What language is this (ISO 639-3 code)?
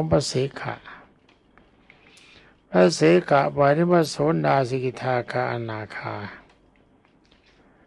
tha